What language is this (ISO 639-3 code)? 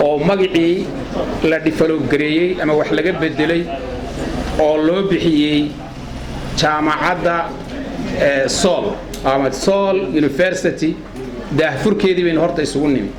som